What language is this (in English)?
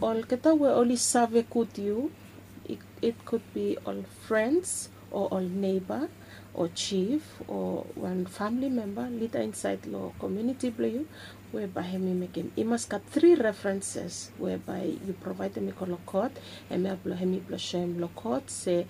Bislama